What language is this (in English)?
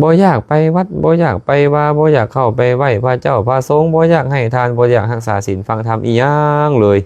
Lao